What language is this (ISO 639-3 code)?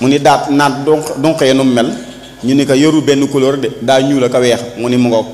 wol